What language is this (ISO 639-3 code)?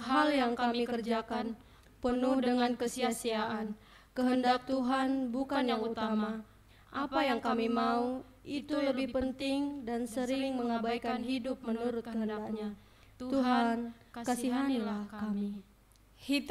bts